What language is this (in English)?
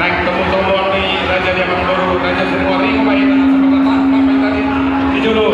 Batak Toba